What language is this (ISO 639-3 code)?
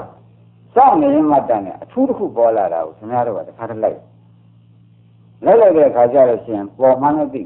mya